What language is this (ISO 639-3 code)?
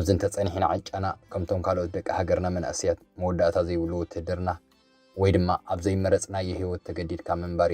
tir